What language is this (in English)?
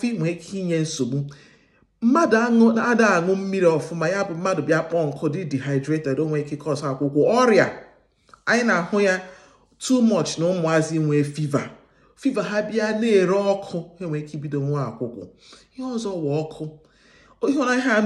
Igbo